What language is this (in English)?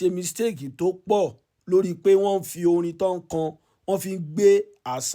Yoruba